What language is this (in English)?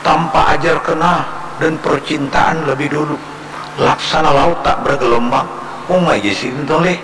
Banjar